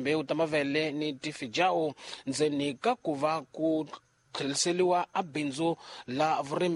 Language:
Tsonga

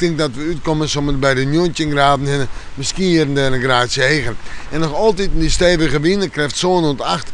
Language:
Western Frisian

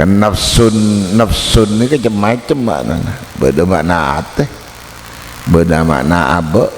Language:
Madurese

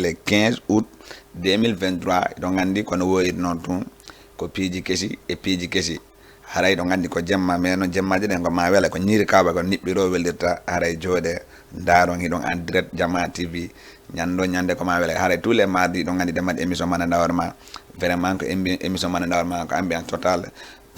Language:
Fula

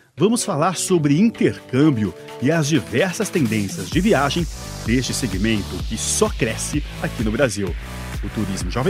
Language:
Portuguese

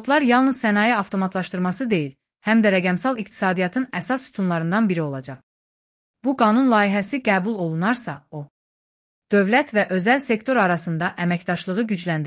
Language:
Azerbaijani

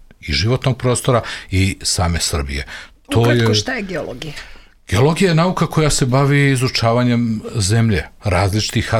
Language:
Serbian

